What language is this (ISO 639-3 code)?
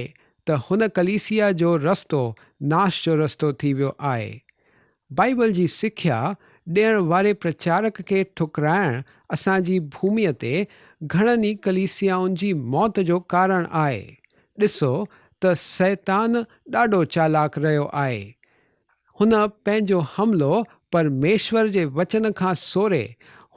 snd